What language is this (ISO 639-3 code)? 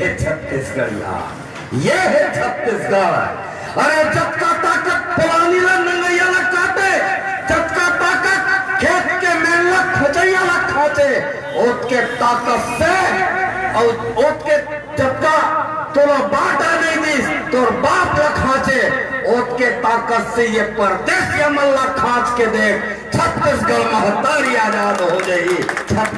hne